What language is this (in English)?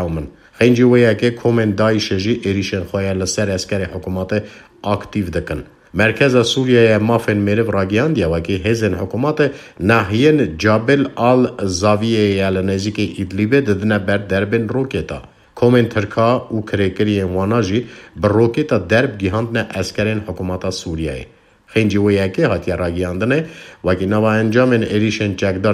Kurdish